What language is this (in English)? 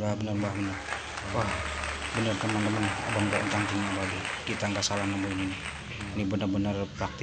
Betawi